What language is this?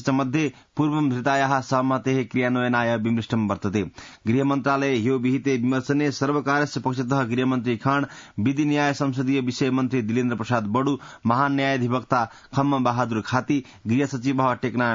Sanskrit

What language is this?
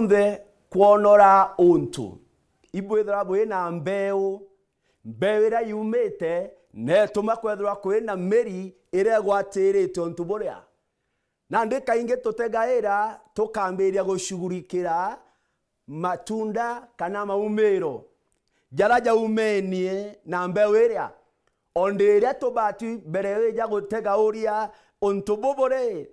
Meru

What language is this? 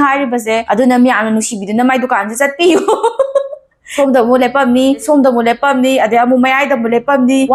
Manipuri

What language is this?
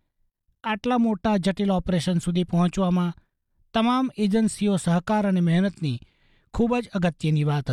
Gujarati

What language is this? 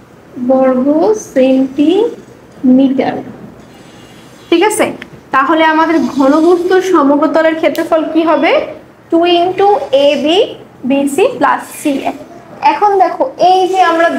Bangla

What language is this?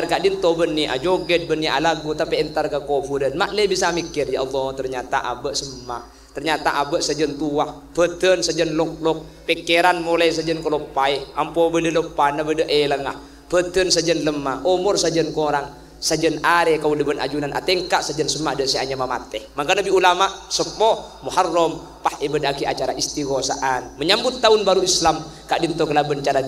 Madurese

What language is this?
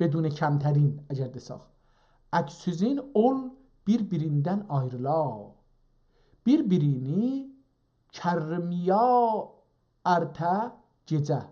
South Azerbaijani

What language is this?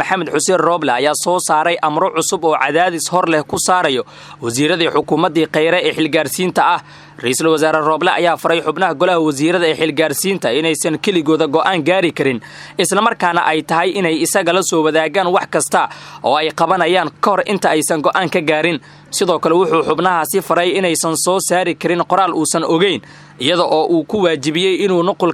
Somali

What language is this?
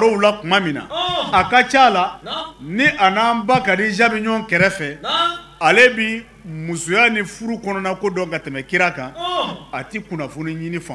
Bambara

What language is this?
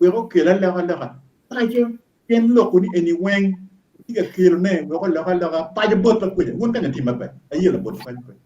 Acoli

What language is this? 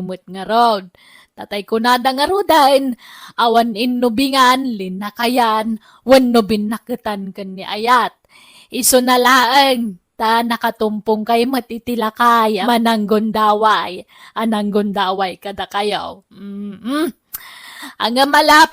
Iloko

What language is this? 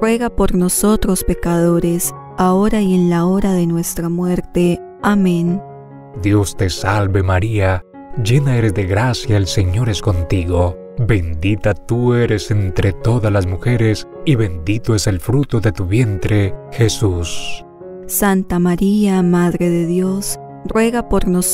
Spanish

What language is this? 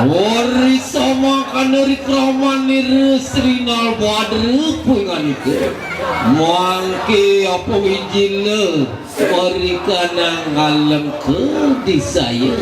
Balinese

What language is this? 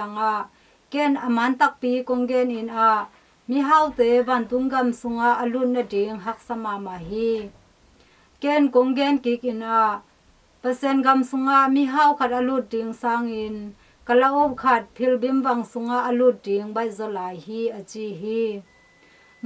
Tedim Chin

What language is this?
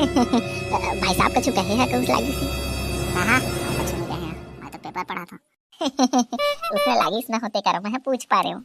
Chhattisgarhi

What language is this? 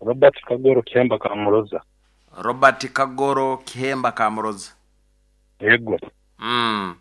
Nyankole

